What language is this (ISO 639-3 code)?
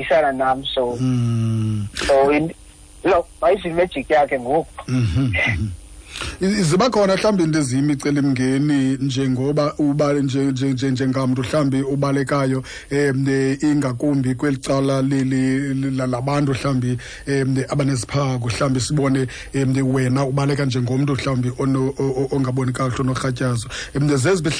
xho